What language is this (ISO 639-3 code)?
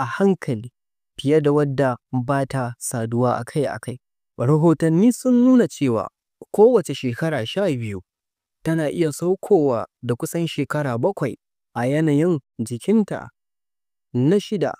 hau